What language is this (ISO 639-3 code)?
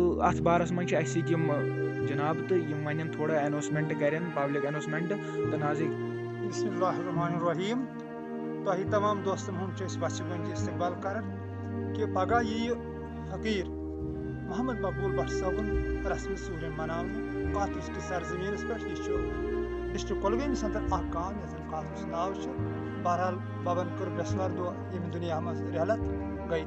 kas